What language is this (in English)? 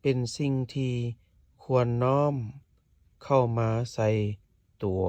Lao